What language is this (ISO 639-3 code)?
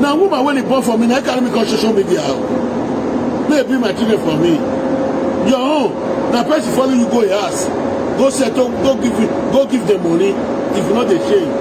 pcm